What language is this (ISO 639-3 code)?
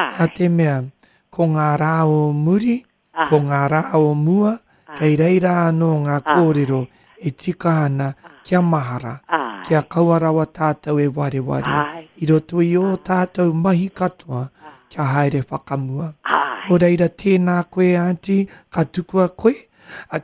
mri